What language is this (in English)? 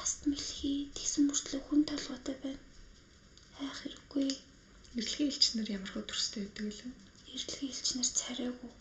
Mongolian